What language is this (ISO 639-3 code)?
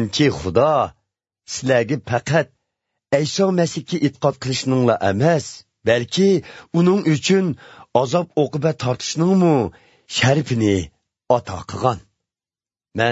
uig